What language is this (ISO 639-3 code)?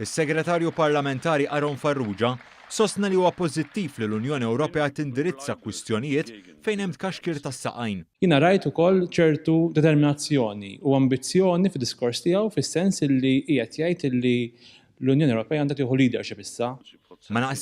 mlt